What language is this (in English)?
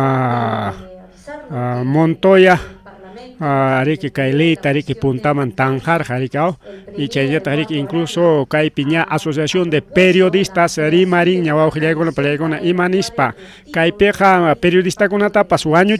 Ayacucho Quechua